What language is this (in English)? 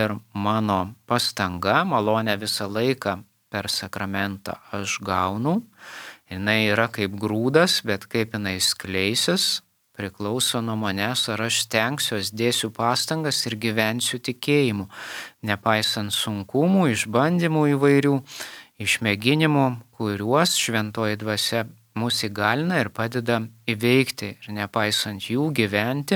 Lithuanian